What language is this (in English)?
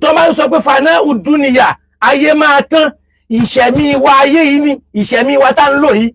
Yoruba